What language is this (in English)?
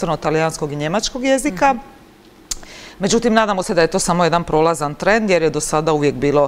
Croatian